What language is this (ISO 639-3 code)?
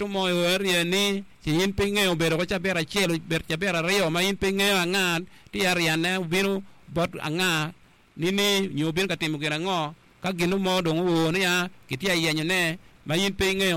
ach